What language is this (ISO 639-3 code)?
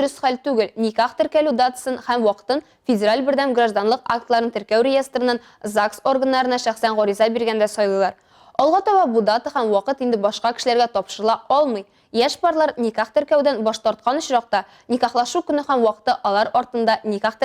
tat